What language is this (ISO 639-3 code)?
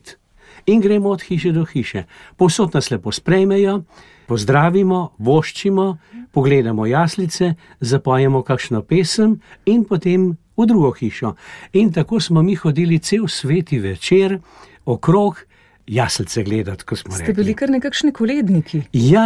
slv